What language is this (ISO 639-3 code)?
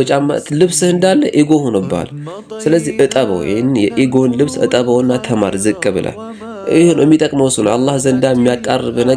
amh